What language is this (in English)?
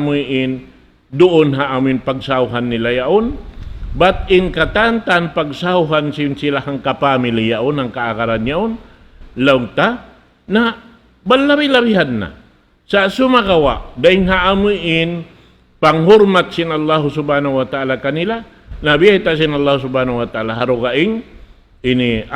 Tausug